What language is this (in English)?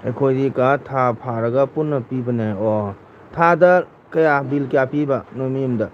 Manipuri